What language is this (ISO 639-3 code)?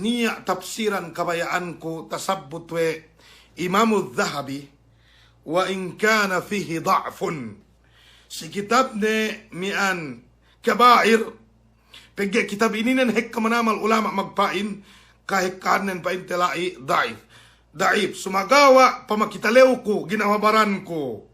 yka